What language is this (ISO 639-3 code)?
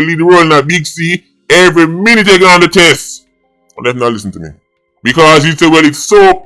jam